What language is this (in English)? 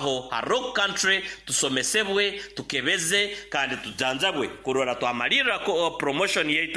Nyoro